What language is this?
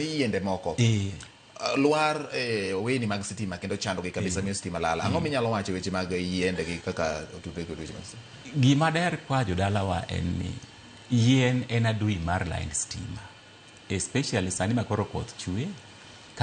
Luo (Kenya and Tanzania)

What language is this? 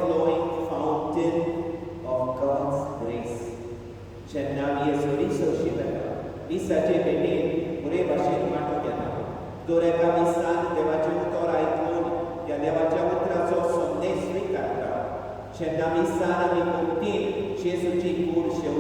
Konkani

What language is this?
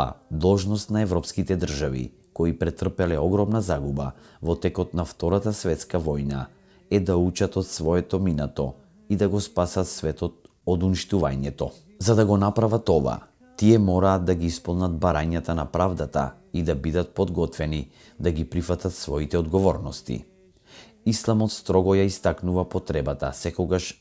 Macedonian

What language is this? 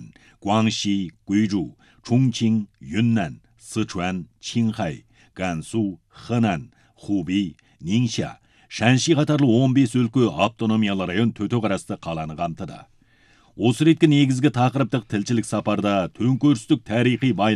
Kazakh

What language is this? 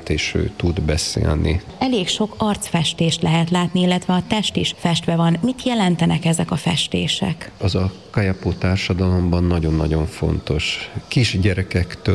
Hungarian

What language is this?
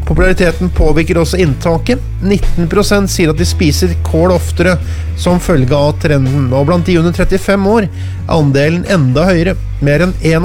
Norwegian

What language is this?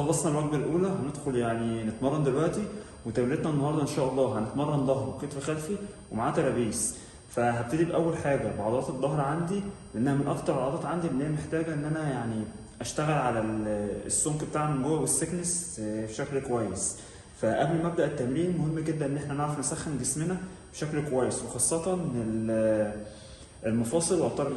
Egyptian Arabic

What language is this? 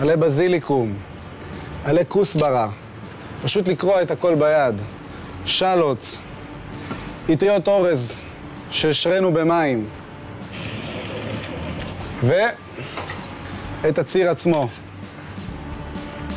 Hebrew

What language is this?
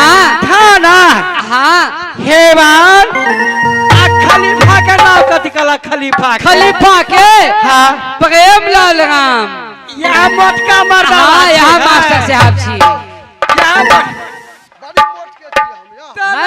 Maithili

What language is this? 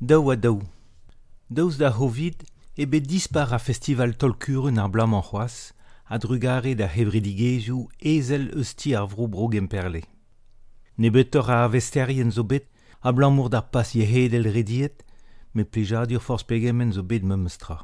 Breton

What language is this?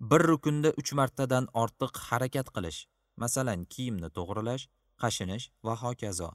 Uzbek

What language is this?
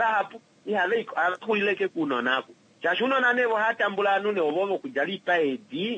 Kuanyama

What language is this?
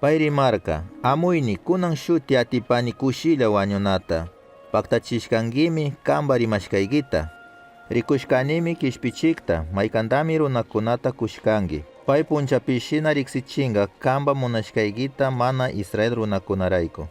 Chimborazo Highland Quichua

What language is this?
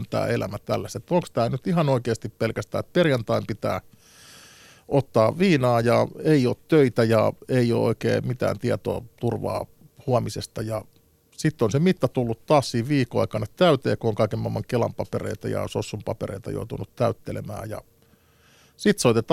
Finnish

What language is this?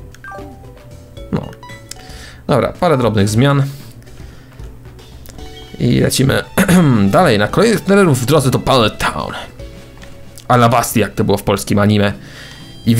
Polish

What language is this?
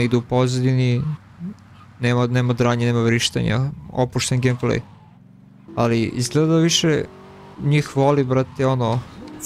Croatian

